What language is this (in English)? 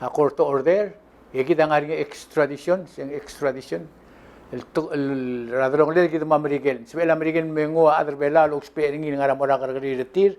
Palauan